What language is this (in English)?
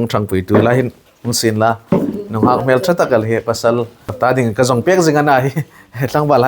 Hmar